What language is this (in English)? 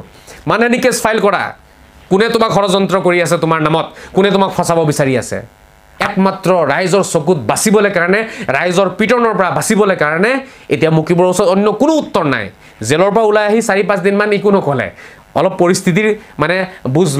Assamese